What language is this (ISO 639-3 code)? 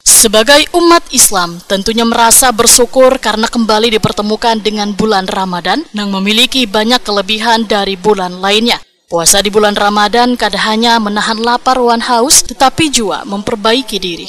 bjn